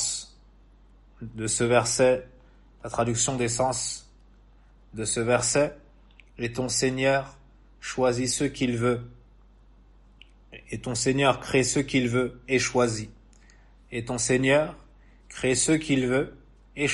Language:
French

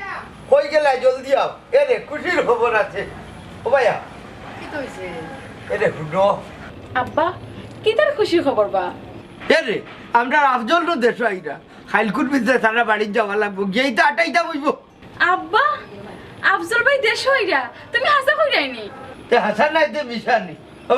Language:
Sylheti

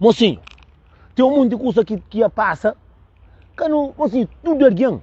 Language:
Kabuverdianu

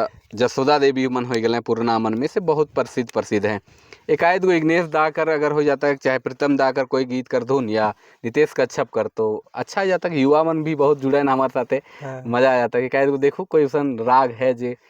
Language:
Sadri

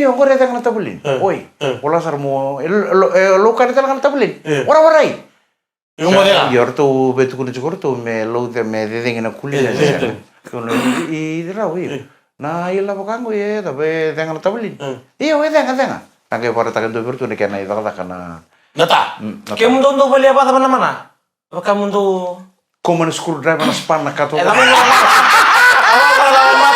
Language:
Fijian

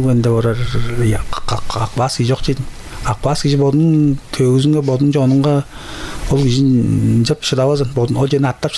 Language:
Tuvinian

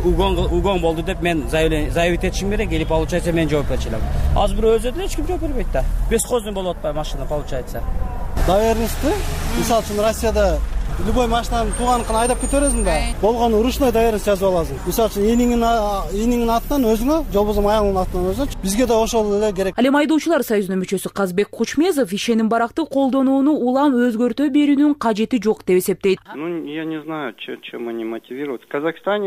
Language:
Kyrgyz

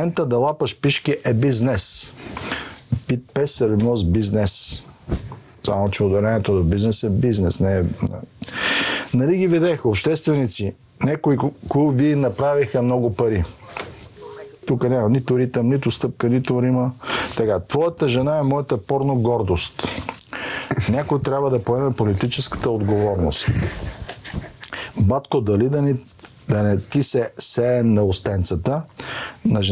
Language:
Bulgarian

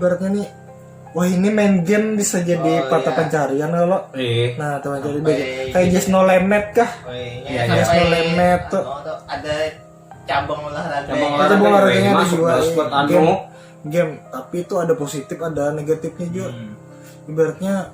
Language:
Banjar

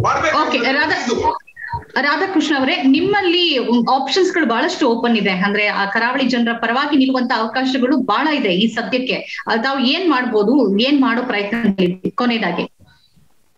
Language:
Kannada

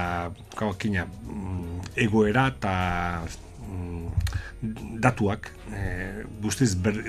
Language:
Basque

